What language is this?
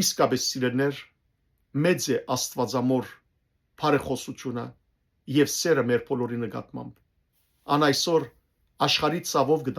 Western Armenian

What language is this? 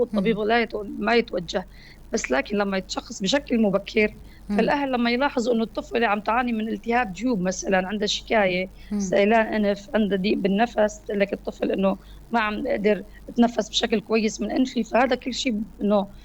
North Levantine Arabic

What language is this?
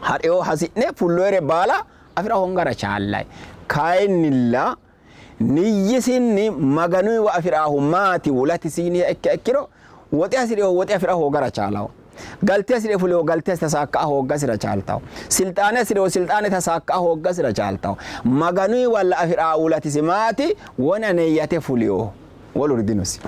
Sidamo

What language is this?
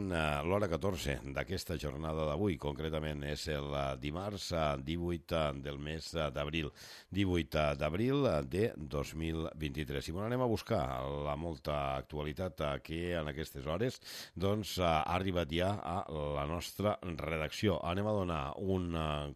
Catalan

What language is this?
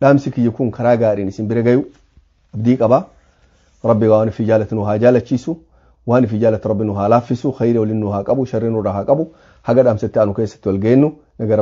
Oromo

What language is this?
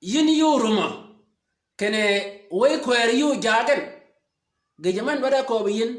Shilluk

